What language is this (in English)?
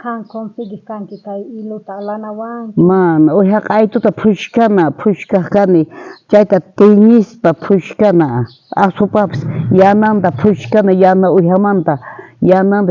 South Bolivian Quechua